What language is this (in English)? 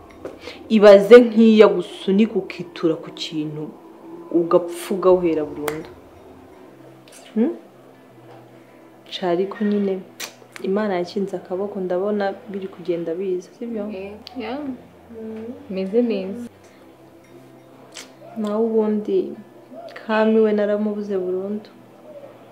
Kinyarwanda